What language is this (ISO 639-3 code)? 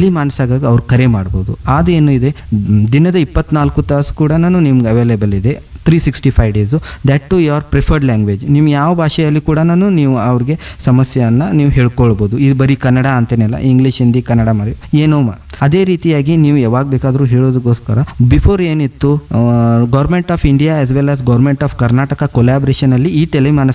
kan